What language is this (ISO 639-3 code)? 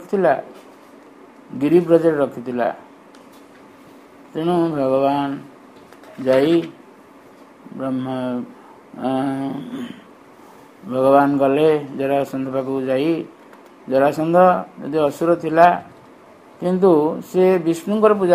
ori